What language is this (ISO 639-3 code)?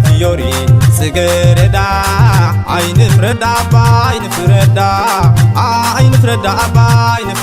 tir